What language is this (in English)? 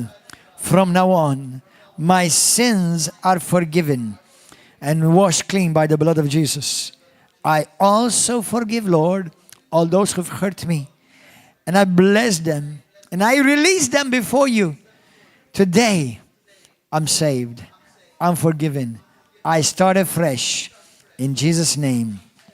English